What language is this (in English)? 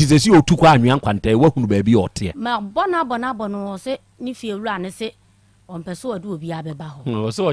Akan